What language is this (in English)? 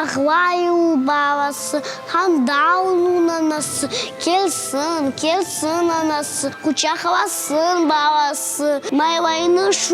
Crimean Tatar